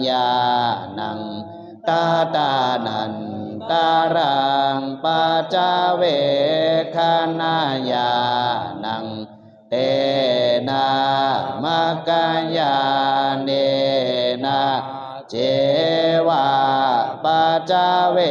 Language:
Pali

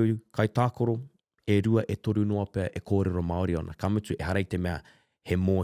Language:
Māori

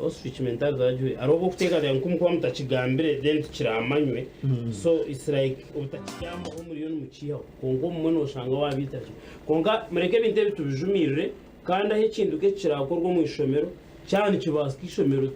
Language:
Nyankole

